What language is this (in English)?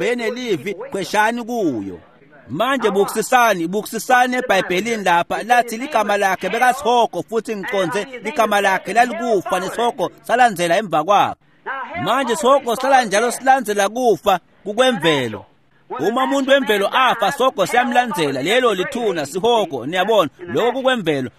Swati